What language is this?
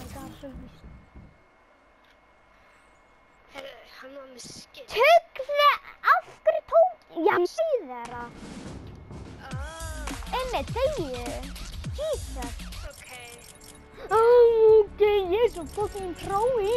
Icelandic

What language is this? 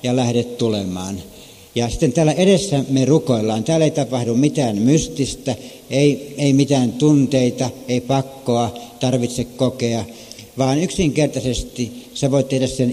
Finnish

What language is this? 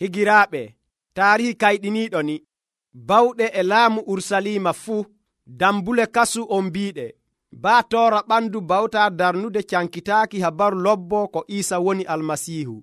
Nigerian Fulfulde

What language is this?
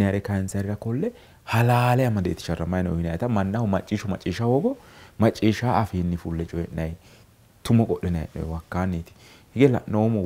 Sidamo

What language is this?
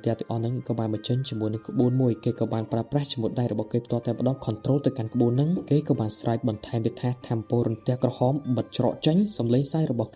Khmer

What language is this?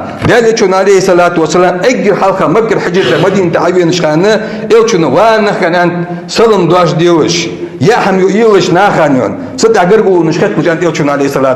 Ingush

